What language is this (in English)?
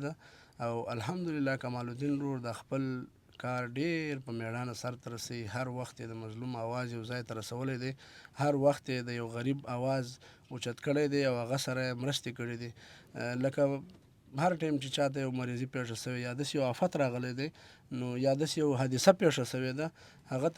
Pashto